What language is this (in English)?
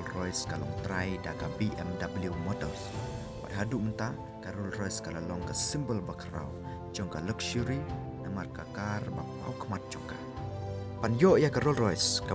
Khasi